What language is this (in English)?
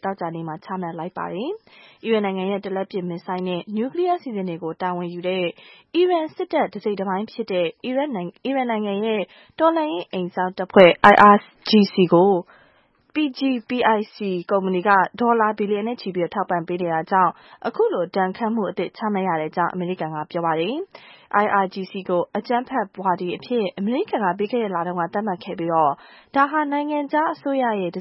Burmese